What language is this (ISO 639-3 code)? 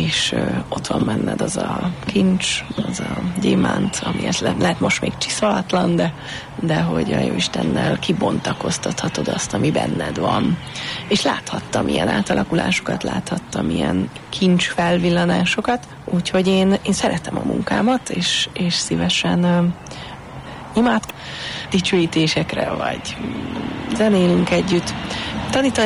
hun